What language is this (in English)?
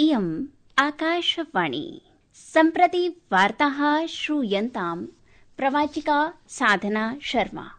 Sanskrit